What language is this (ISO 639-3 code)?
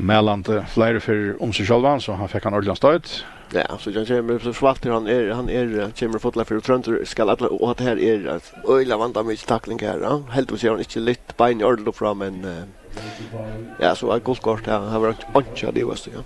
fao